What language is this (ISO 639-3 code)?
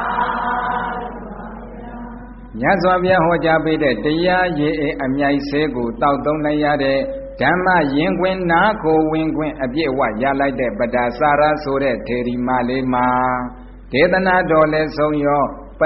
mya